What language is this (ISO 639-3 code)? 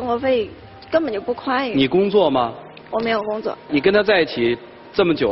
zho